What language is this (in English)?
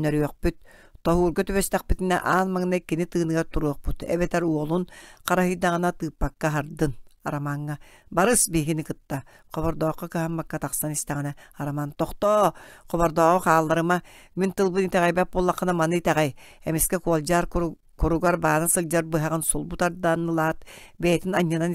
Yakut